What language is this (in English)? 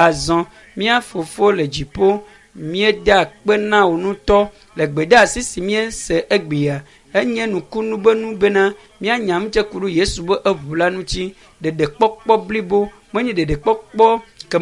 Ewe